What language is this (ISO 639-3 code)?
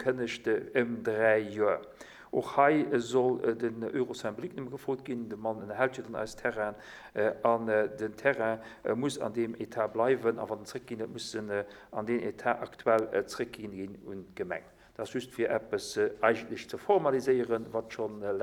ltz